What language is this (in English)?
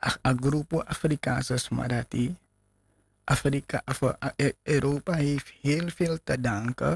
Sranan Tongo